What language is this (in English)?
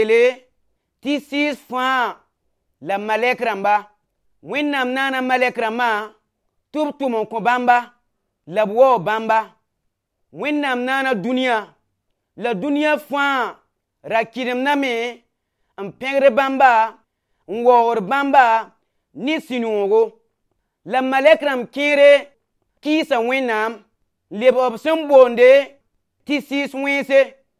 Mossi